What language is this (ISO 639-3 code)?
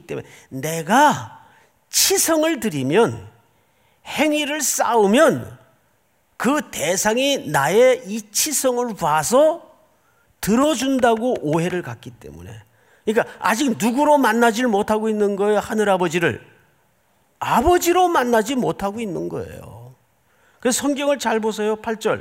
kor